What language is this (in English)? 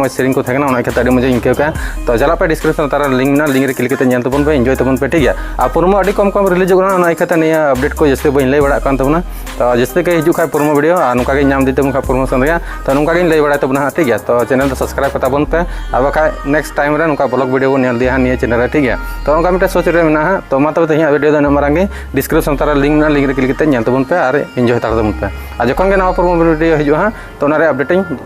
Santali